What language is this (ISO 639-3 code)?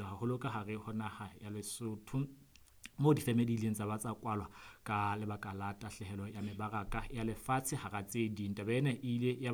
sot